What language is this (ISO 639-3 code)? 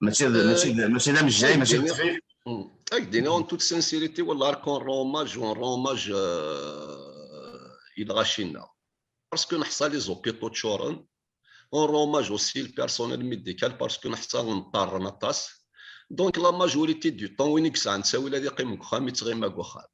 kab